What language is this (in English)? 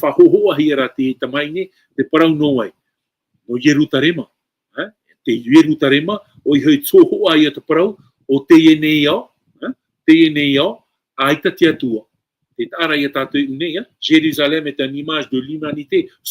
Tahitian